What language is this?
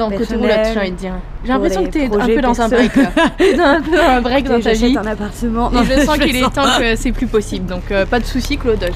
French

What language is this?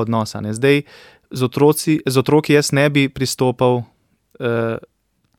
Slovenian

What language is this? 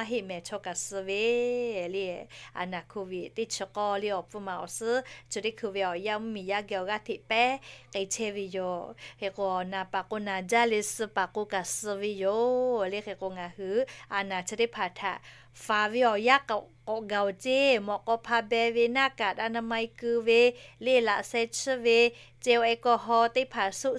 Lahu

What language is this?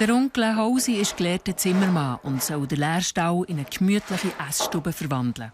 Swiss German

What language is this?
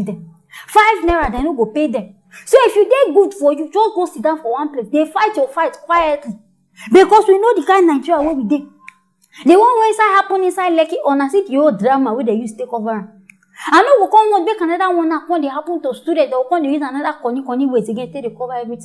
Nigerian Pidgin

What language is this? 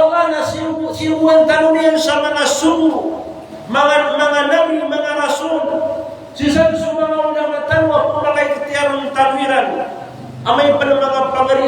Maranao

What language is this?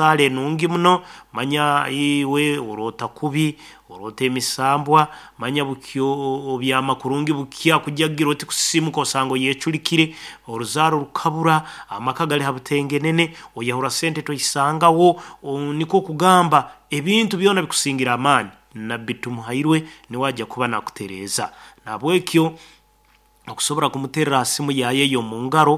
Nyankole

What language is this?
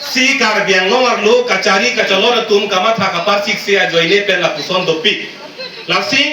Karbi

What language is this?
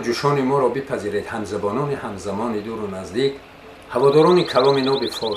Tajik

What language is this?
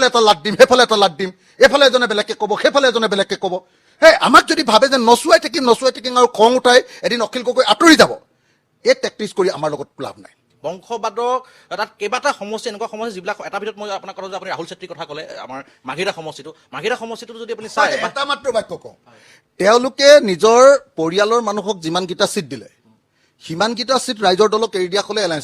Assamese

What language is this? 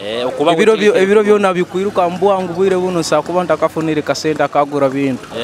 Nyoro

